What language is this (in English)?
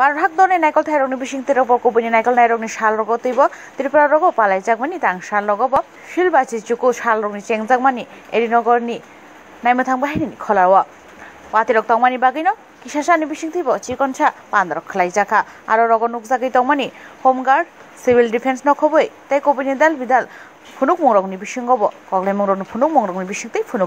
Kok Borok